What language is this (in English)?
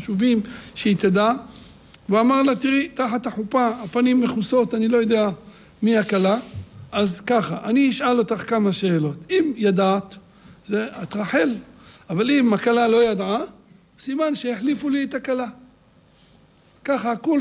Hebrew